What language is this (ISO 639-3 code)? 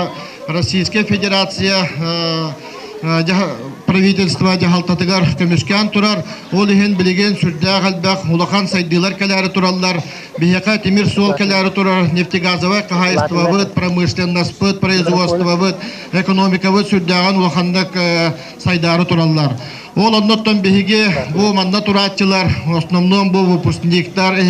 sah